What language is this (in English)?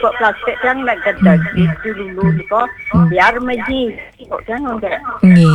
Balinese